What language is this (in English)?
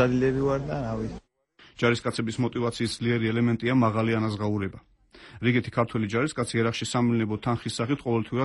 Georgian